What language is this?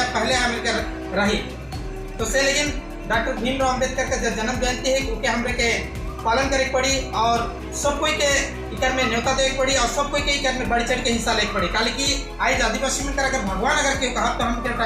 Sadri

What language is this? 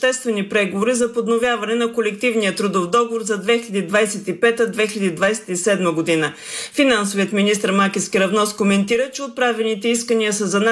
Bulgarian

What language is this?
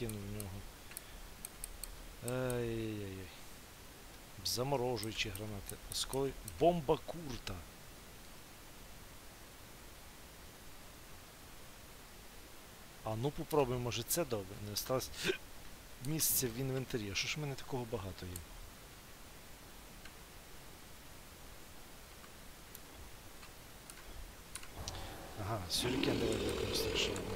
Ukrainian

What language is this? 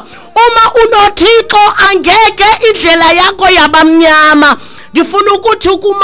Xhosa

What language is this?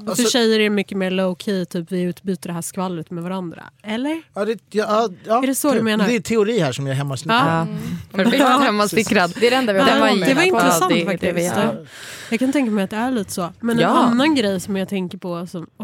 Swedish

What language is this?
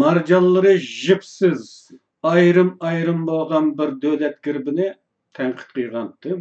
Uyghur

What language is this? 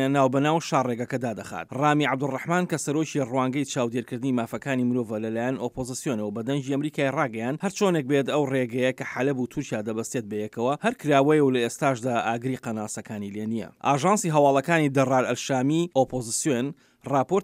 Central Kurdish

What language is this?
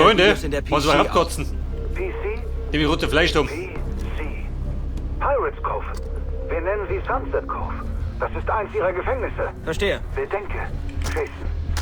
Bavarian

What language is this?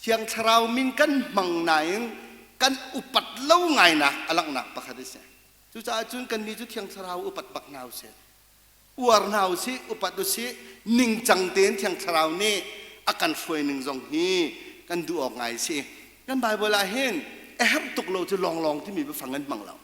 Hakha Chin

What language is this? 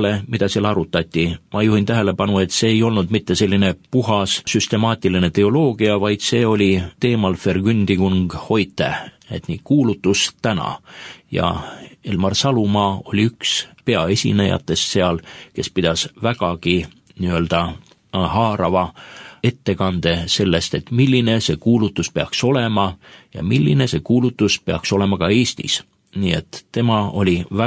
Estonian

